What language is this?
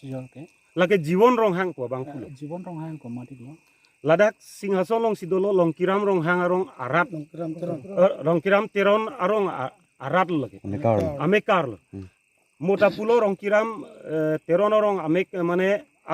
Karbi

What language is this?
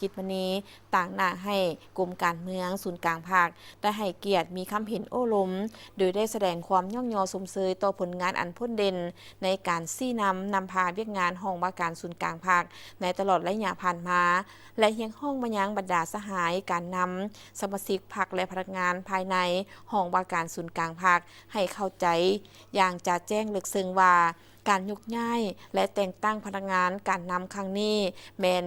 Lao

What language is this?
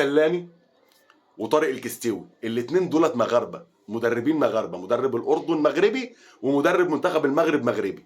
Egyptian Arabic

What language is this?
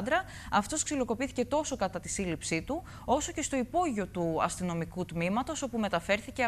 Greek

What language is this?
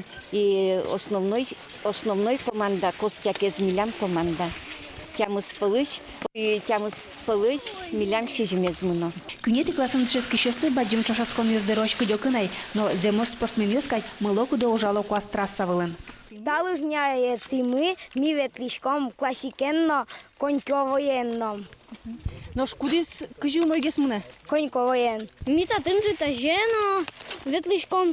Udmurt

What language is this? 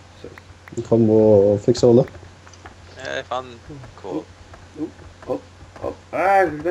Faroese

